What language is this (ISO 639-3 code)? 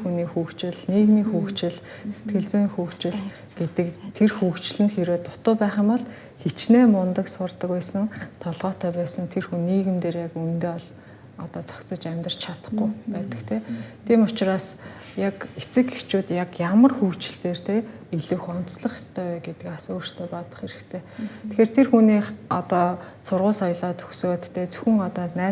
mon